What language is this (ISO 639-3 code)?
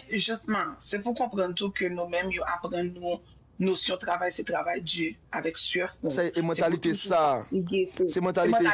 hat